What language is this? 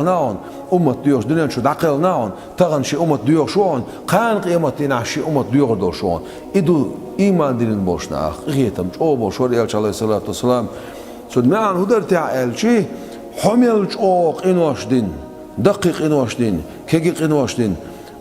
Chechen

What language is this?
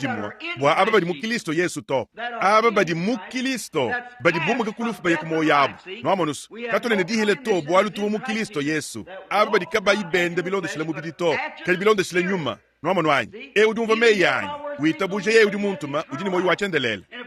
Luba-Lulua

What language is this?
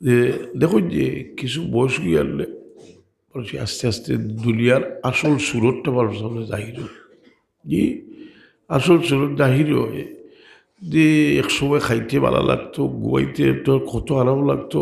Sylheti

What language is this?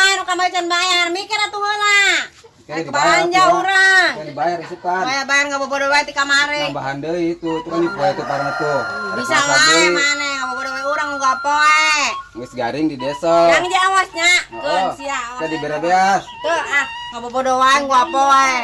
Sundanese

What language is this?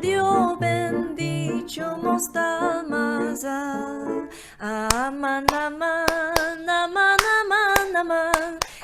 Ladino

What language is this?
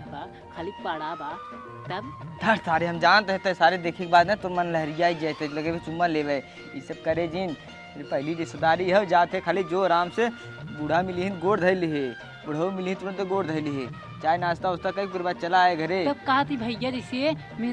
Awadhi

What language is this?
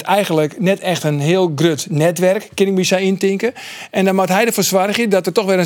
Western Frisian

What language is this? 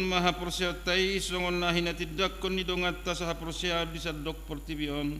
Batak Toba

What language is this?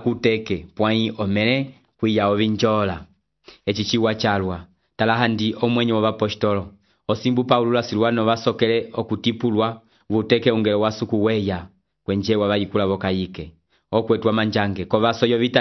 Umbundu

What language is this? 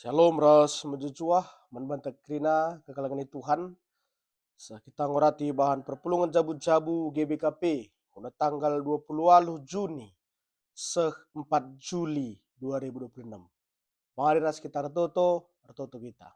Batak Karo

